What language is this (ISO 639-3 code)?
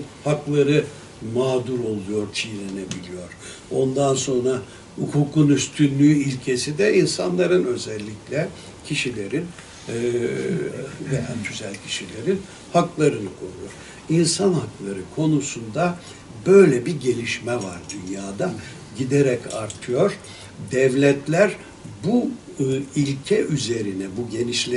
tur